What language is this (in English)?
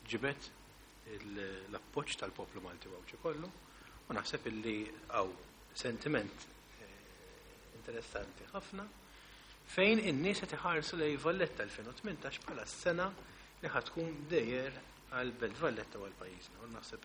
Maltese